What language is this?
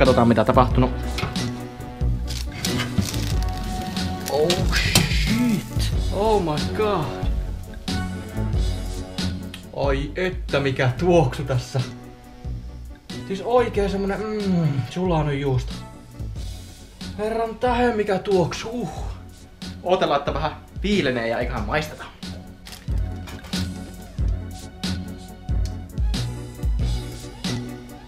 Finnish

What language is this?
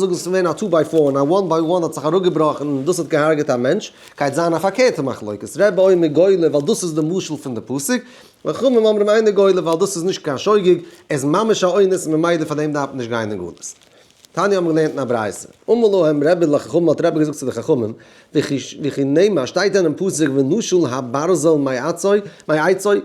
Yiddish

